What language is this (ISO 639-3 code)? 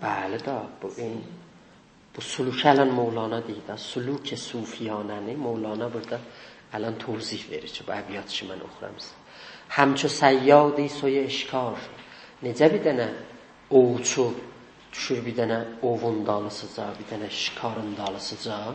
azb